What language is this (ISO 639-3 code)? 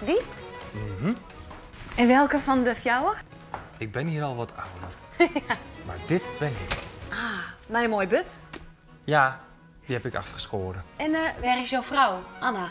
fry